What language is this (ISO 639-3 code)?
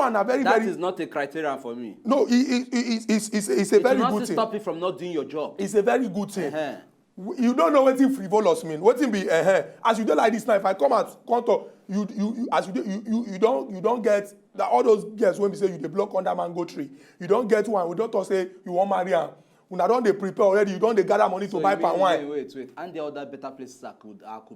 pcm